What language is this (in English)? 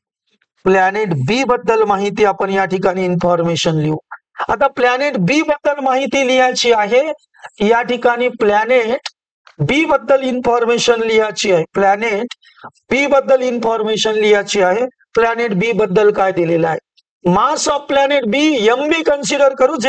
Marathi